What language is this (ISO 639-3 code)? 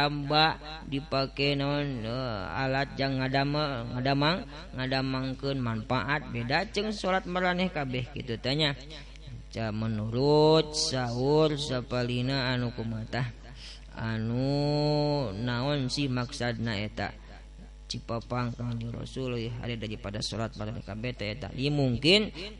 sun